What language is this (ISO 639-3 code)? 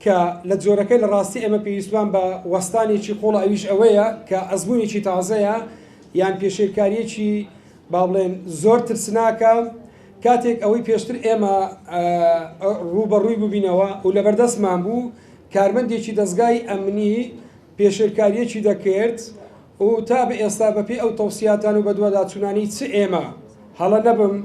ckb